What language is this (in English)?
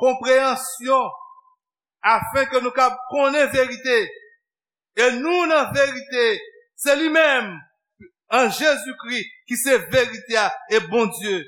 Haitian Creole